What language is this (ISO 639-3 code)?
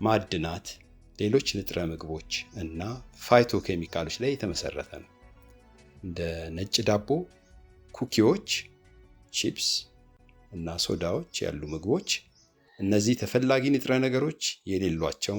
amh